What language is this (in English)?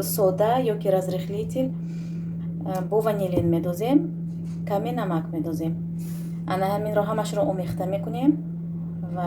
Tajik